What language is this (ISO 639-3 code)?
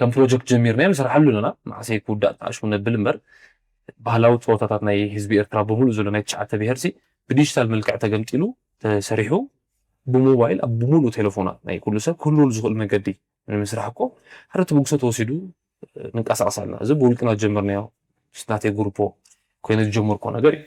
tir